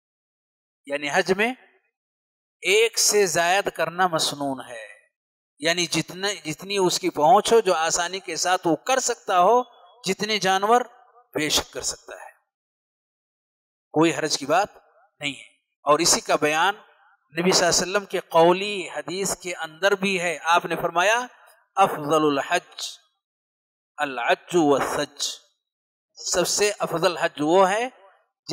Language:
Urdu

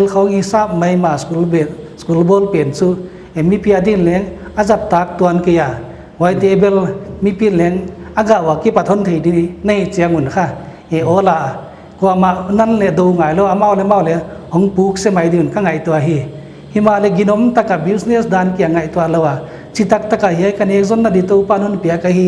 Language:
Paite Chin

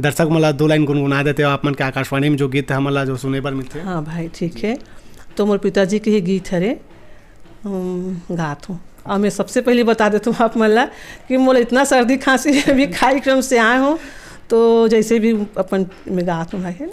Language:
Chhattisgarhi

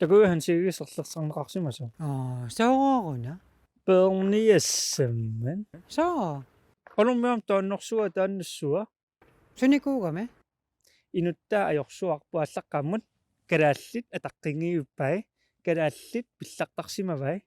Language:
Kalaallisut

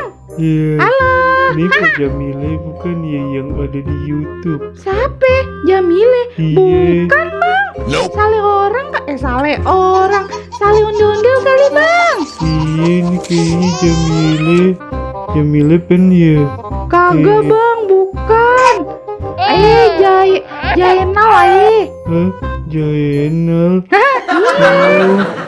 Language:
Betawi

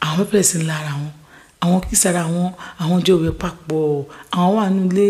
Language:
Yoruba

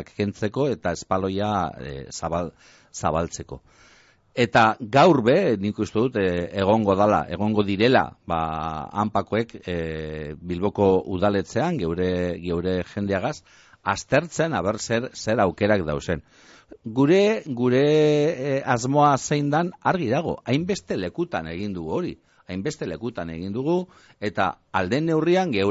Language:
Basque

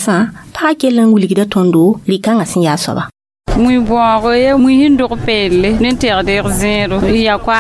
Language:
Mossi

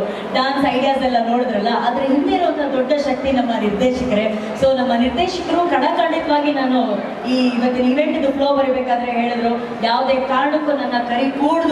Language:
Kannada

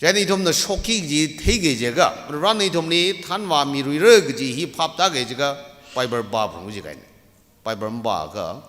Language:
Tangkhul Naga (India)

